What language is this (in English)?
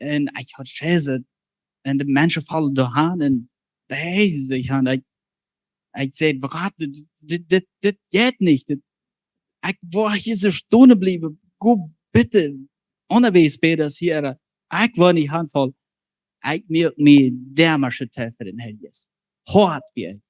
Plautdietsch